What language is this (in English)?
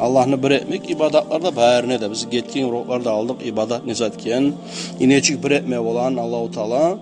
Kumyk